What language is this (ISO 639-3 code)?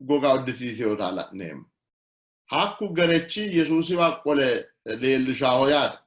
sid